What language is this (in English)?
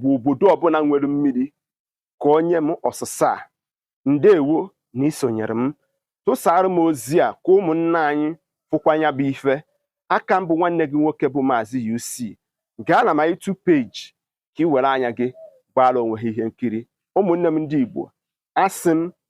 Igbo